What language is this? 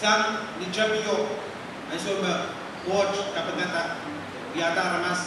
Pohnpeian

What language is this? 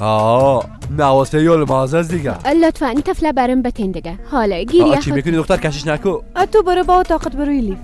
Persian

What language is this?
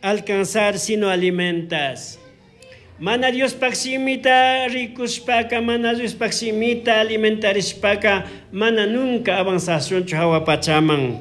Chimborazo Highland Quichua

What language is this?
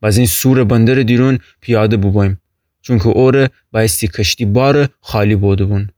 Gilaki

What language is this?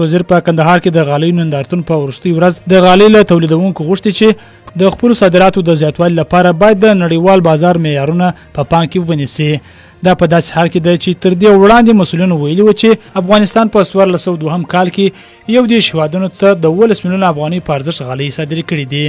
Pashto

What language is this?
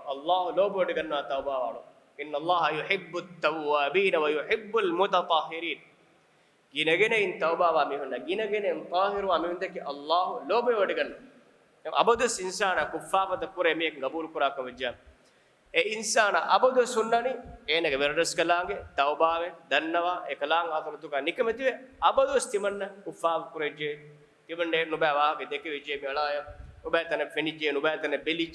Divehi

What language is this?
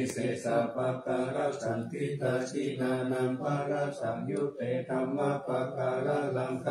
Pali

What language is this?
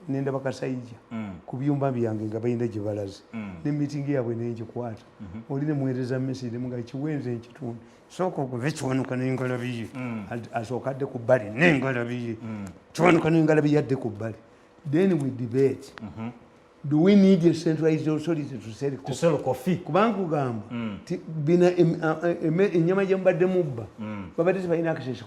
Ganda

